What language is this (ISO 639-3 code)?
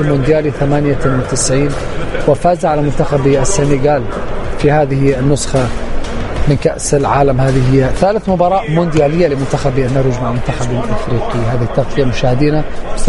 ara